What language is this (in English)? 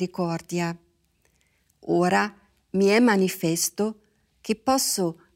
Italian